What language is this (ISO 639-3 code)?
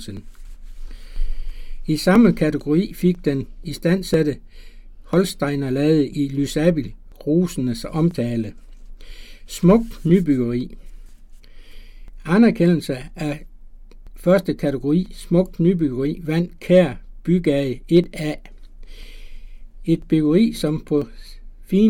dan